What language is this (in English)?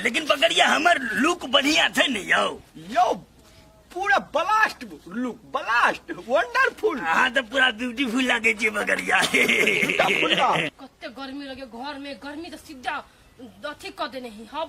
Maithili